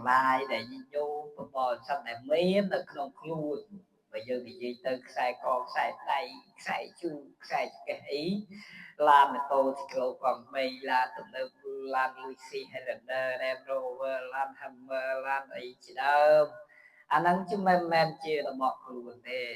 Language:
Khmer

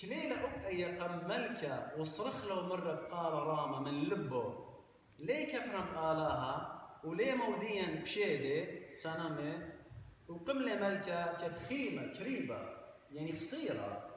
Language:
Assyrian Neo-Aramaic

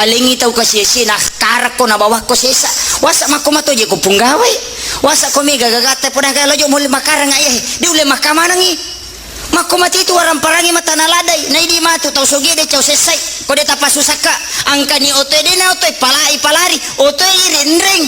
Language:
Buginese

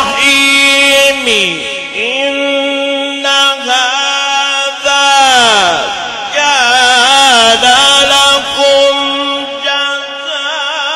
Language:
Arabic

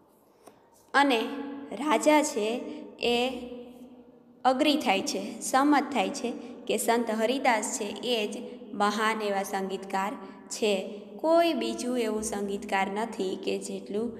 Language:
Gujarati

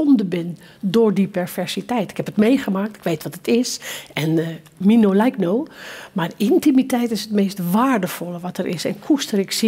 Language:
Dutch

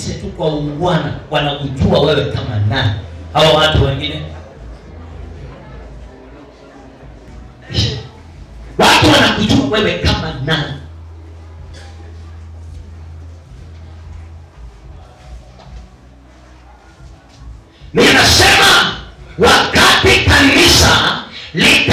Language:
Swahili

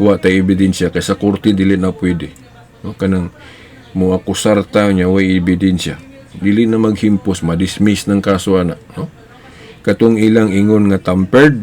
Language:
Cebuano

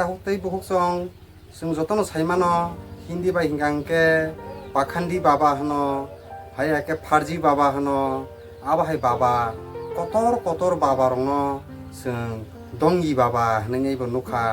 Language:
Kok Borok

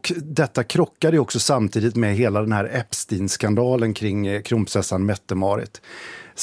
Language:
Swedish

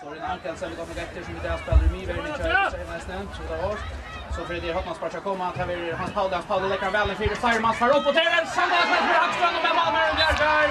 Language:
Faroese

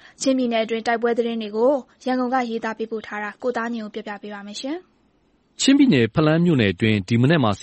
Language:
Burmese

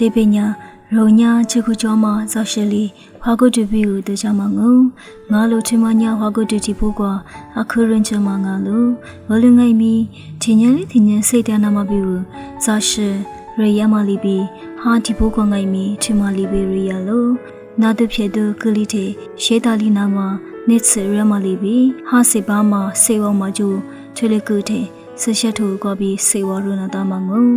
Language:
Lisu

